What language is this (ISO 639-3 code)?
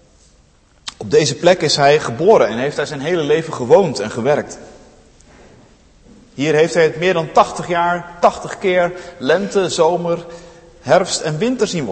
nld